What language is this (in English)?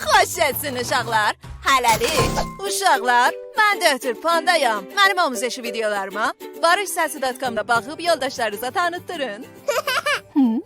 South Azerbaijani